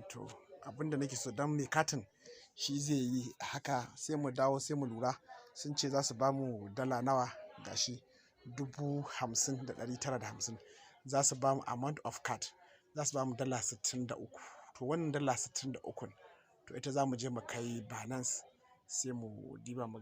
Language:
Hausa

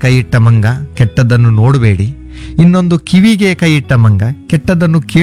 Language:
Kannada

